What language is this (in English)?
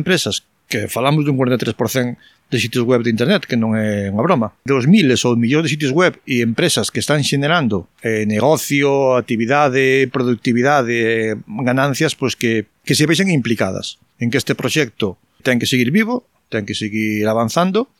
Galician